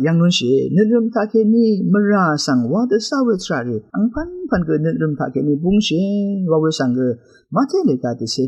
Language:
Rawang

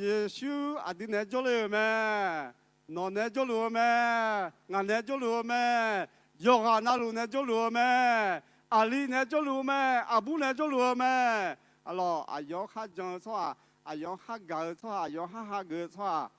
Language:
Akha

